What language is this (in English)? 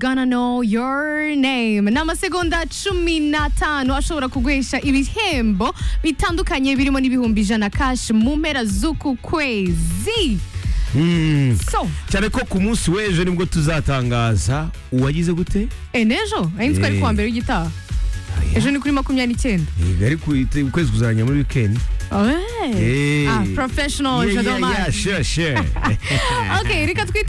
Kinyarwanda